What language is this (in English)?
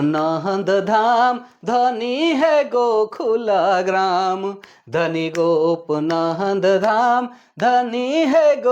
Sadri